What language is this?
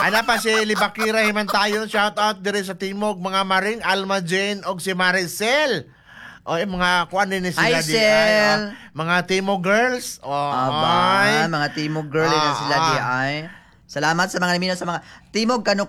Cebuano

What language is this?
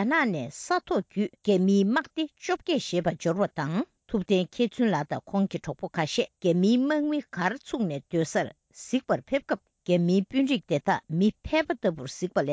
Tibetan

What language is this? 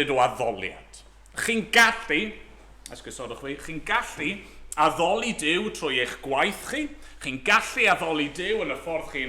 Welsh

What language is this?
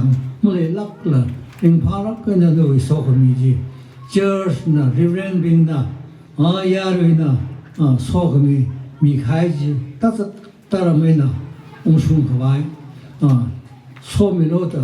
Tangkhul Naga (India)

